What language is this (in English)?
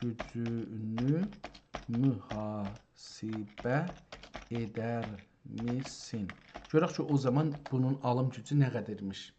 South Azerbaijani